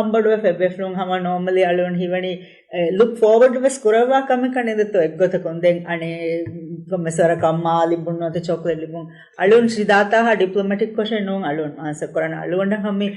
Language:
Divehi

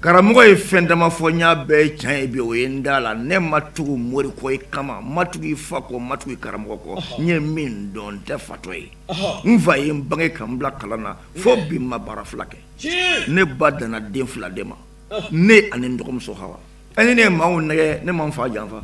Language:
Bambara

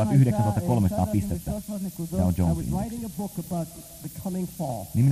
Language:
Finnish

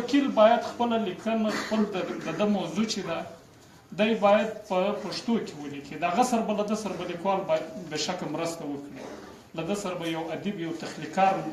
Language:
Pashto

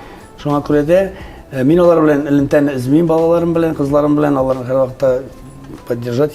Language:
Tatar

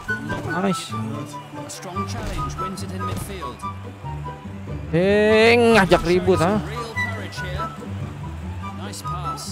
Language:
Indonesian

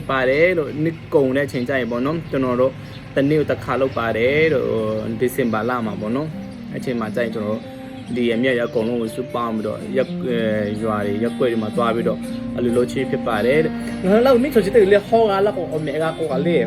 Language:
Lahu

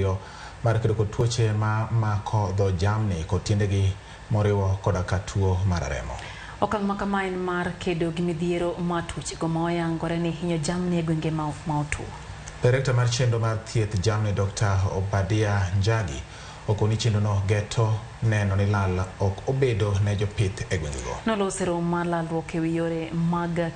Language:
Luo (Kenya and Tanzania)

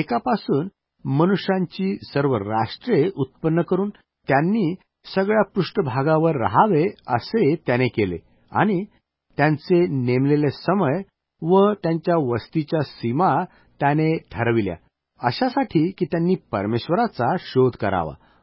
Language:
Marathi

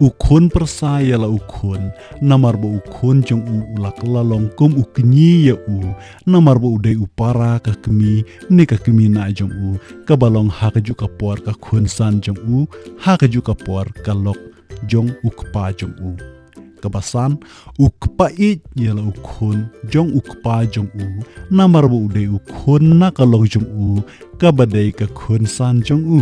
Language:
Khasi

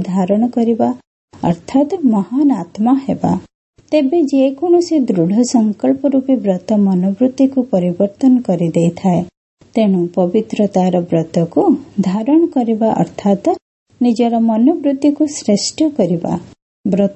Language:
Odia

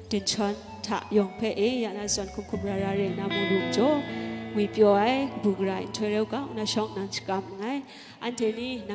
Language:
Kachin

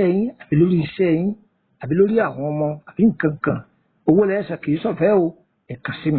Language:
Yoruba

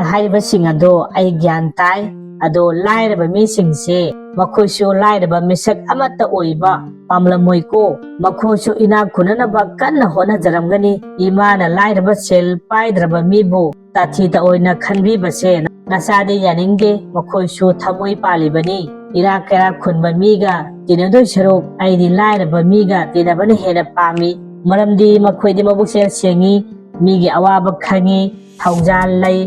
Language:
Manipuri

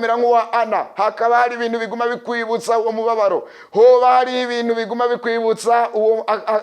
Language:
Rundi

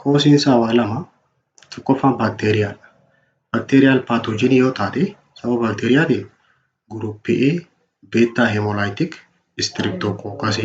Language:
Oromo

